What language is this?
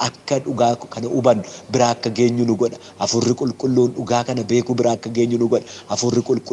Oromo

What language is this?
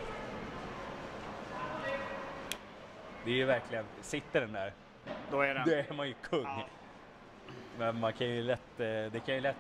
Swedish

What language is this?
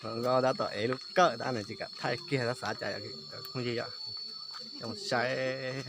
Hmong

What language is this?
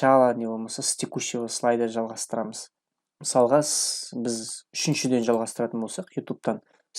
Kazakh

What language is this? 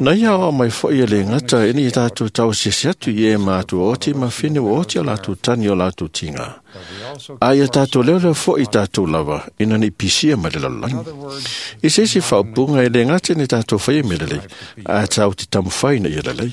Samoan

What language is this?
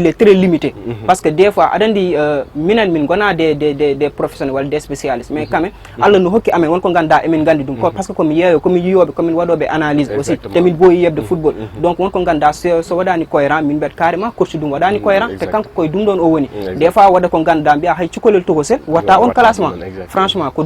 Fula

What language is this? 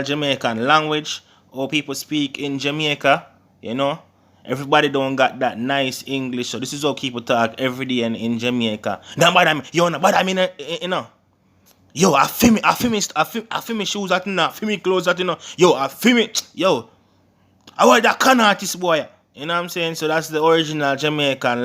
Jamaican Creole English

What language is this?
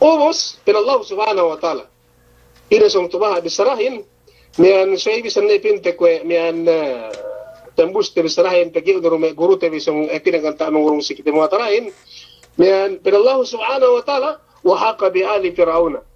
Yakan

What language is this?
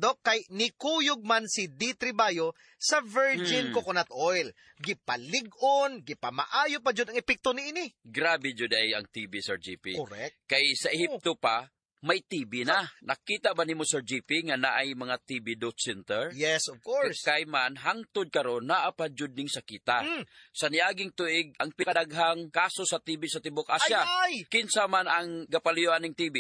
Cebuano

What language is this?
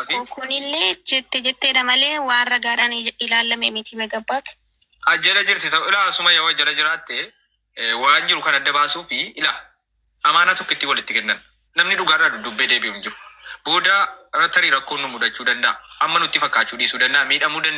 Oromo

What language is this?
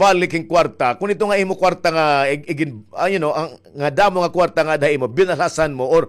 Waray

